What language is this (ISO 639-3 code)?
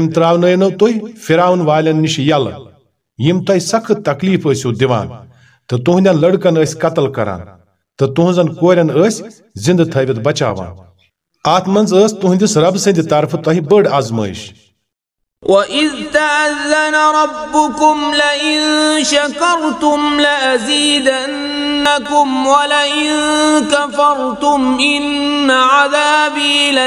kas